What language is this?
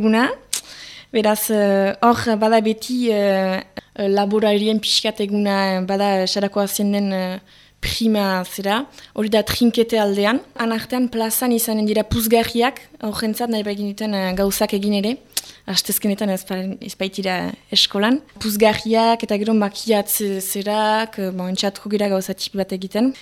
Basque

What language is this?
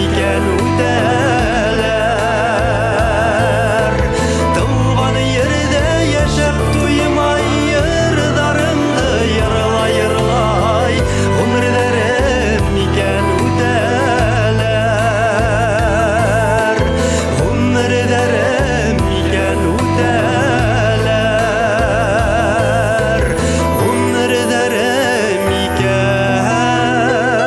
Bashkir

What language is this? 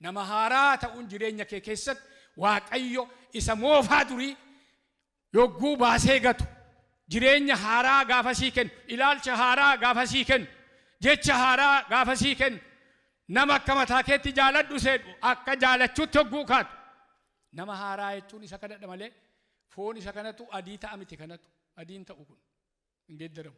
Oromo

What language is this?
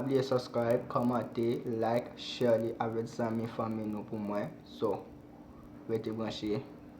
Haitian Creole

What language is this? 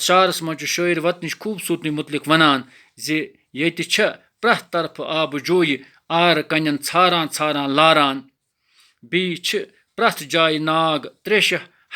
Kashmiri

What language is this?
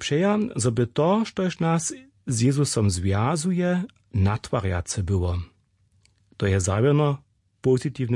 Upper Sorbian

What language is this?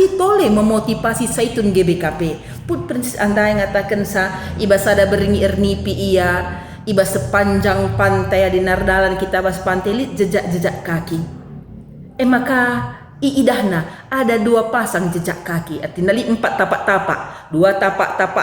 Batak Karo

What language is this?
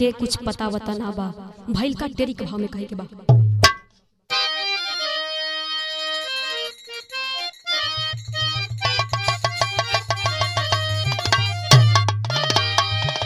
Bhojpuri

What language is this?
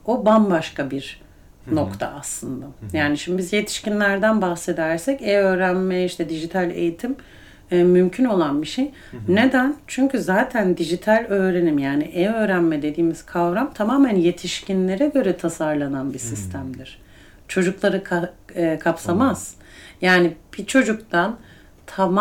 Turkish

